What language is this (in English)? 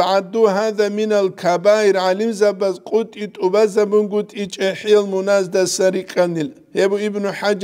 Avaric